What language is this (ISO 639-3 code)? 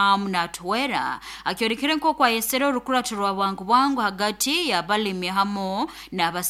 nyo